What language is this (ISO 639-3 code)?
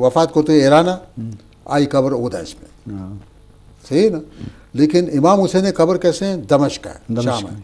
bgp